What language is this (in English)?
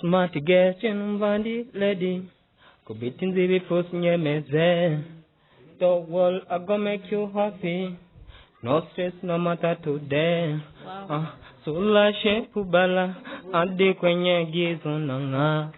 Rundi